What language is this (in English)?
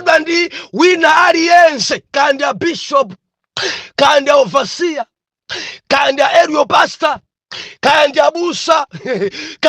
Nyanja